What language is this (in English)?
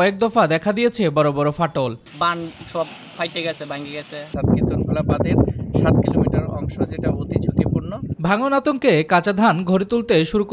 Bangla